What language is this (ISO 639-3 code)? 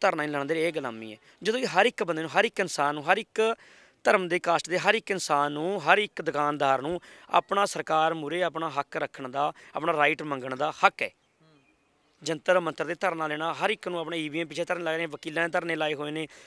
pan